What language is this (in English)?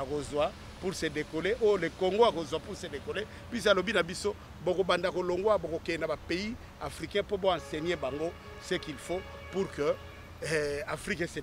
Lingala